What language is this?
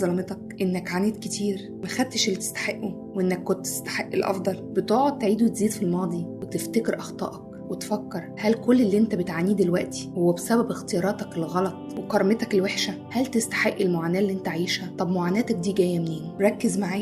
Egyptian Arabic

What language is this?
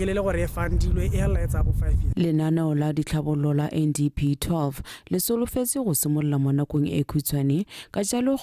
Tswana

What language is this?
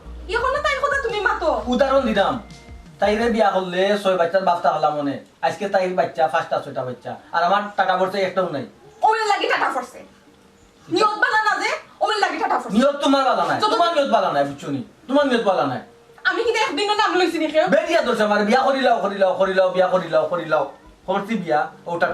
Sylheti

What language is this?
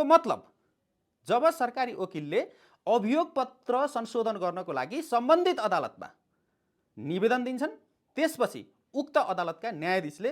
Nepali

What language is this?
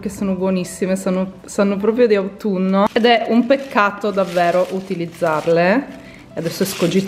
Italian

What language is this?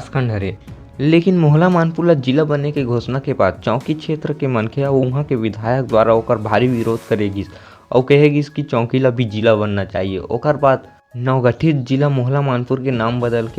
Chhattisgarhi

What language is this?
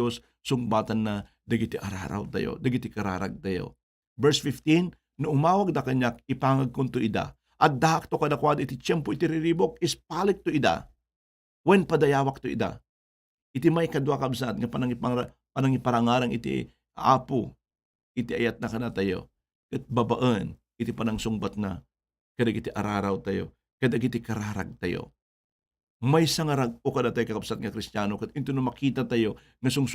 Iloko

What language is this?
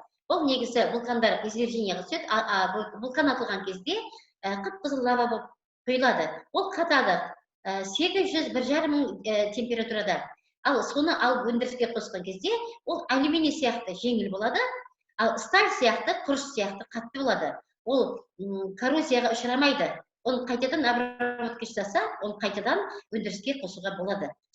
Kazakh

